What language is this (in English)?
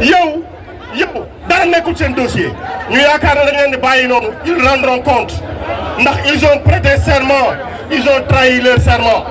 Wolof